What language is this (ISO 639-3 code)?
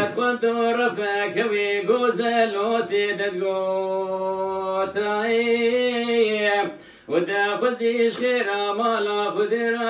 kur